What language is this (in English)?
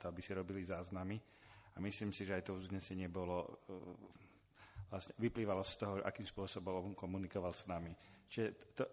Slovak